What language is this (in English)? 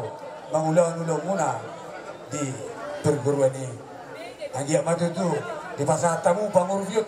Batak Toba